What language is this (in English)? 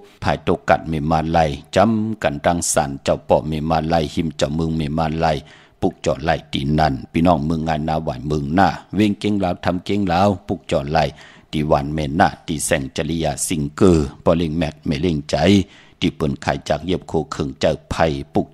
Shan